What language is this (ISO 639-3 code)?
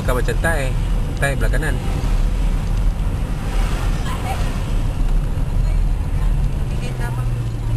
msa